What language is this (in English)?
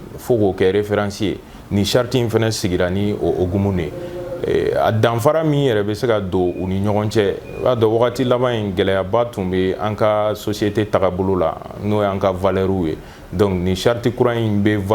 Bambara